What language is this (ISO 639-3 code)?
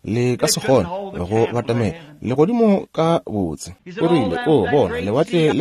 nso